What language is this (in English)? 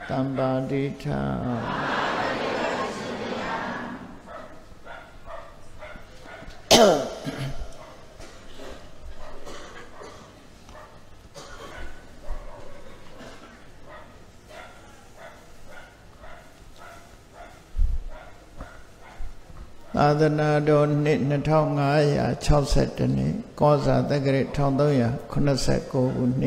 Burmese